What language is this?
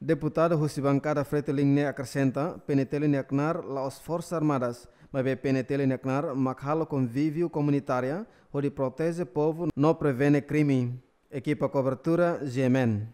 Tetum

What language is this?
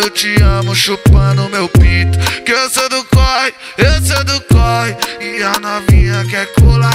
Portuguese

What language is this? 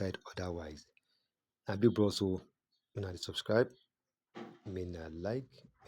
Nigerian Pidgin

